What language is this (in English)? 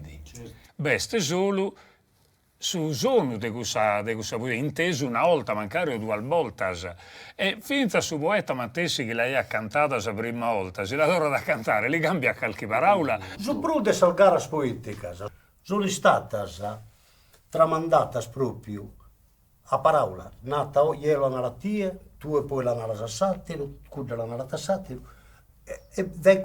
Sardinian